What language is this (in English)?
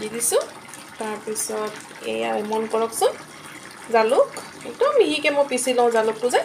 Assamese